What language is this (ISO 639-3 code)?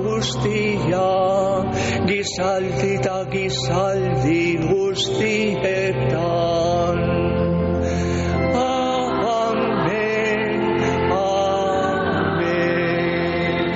eus